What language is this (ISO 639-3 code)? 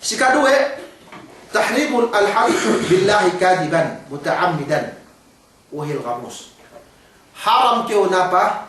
yka